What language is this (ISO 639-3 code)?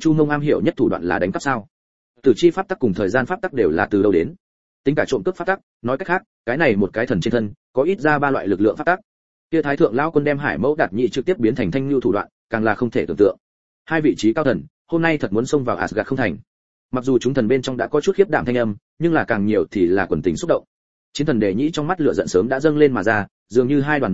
vie